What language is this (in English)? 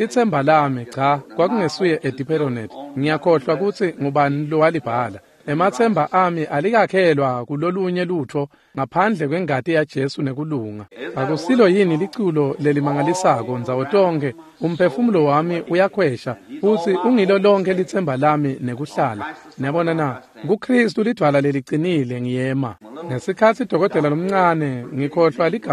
Swati